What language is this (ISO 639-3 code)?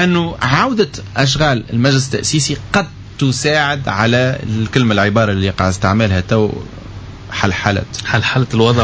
aeb